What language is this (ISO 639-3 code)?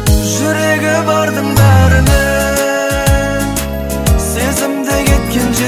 kaz